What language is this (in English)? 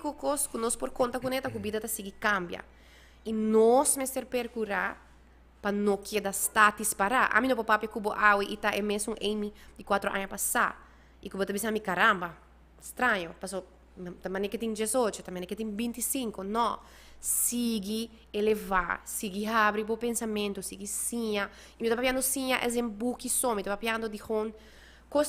Papiamento